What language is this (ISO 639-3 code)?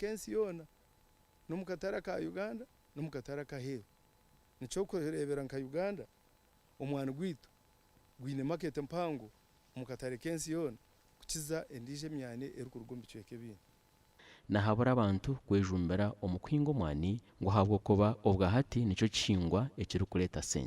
nyn